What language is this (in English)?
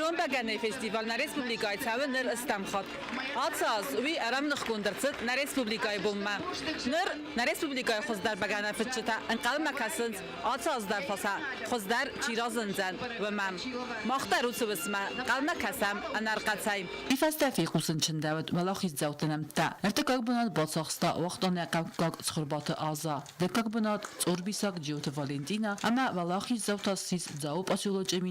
Ossetic